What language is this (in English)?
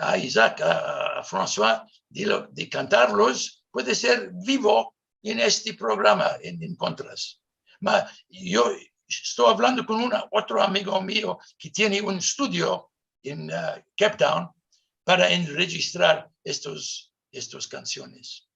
Ladino